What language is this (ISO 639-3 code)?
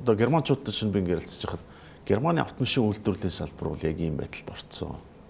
mon